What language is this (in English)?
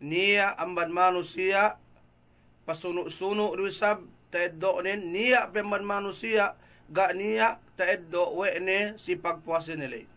Yakan